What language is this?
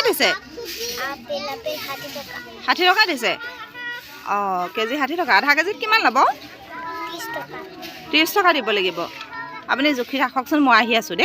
Assamese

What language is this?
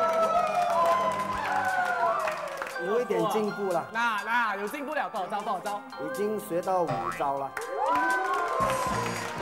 Chinese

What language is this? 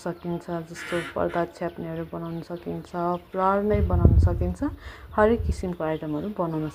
Nepali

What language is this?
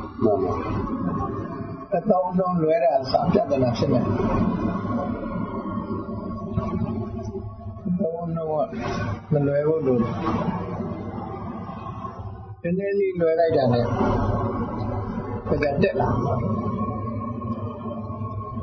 Burmese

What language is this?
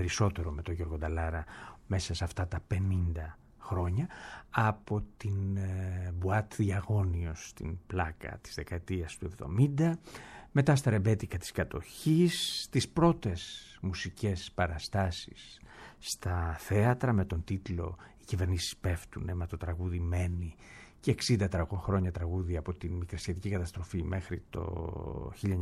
Greek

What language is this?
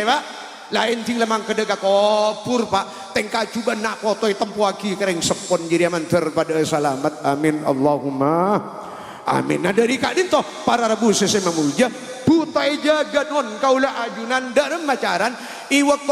Madurese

